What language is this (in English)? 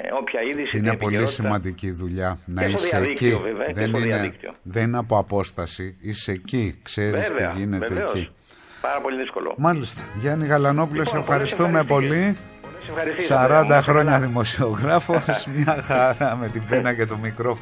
Greek